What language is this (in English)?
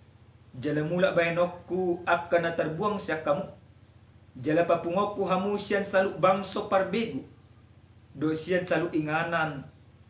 Batak Toba